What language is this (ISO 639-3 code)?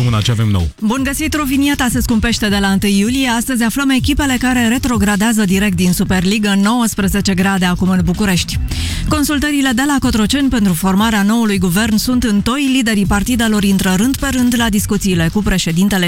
ron